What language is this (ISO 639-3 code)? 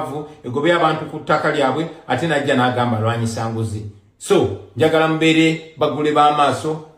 lug